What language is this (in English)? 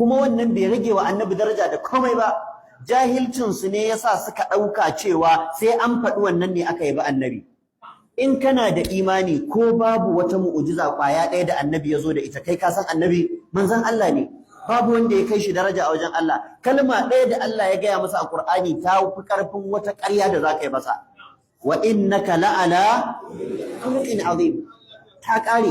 Hausa